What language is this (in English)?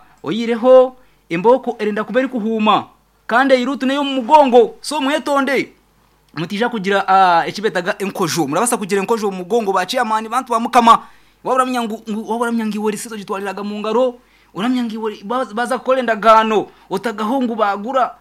Nyankole